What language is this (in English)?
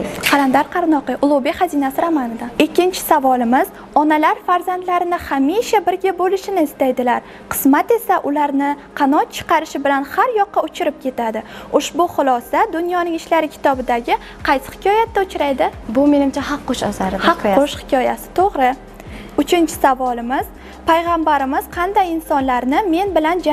Uzbek